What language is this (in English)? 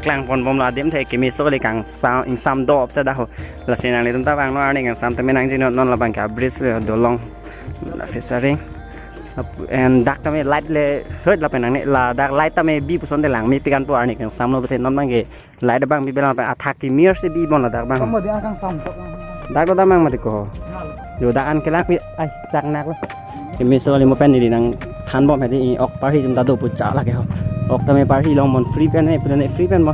Karbi